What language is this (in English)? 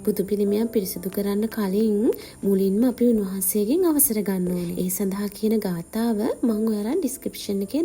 Sinhala